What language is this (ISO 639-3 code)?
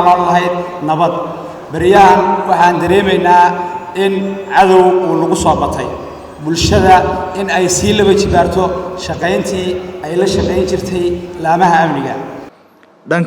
som